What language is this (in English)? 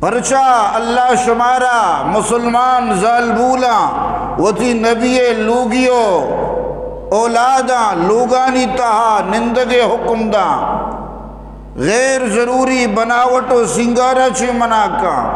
Eastern Balochi